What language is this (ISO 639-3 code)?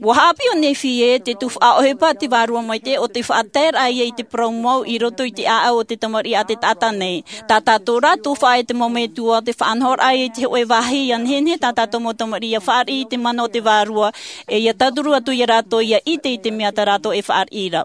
tah